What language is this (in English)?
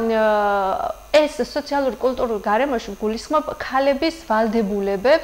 Georgian